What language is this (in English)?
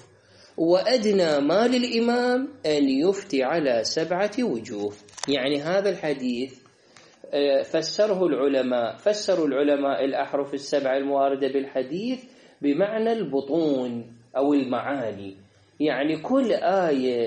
Arabic